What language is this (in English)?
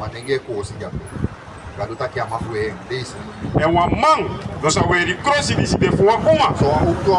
Sranan Tongo